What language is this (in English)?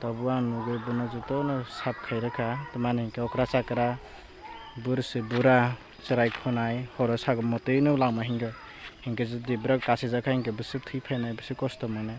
Kok Borok